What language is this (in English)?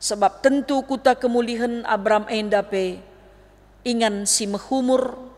Batak Karo